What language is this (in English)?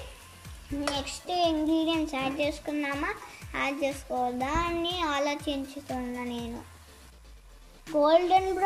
Telugu